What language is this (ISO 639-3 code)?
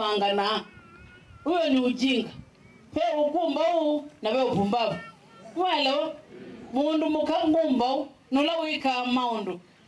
kam